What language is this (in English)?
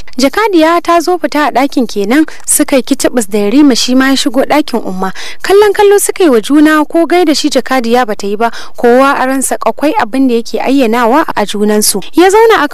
Hausa